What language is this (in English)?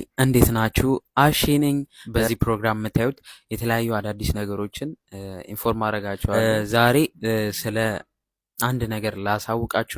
Amharic